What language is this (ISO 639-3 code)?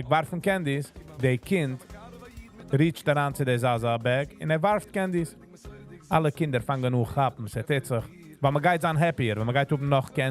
yid